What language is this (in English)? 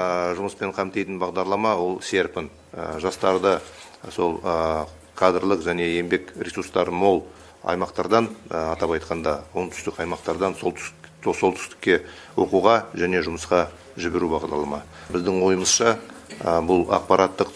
Kazakh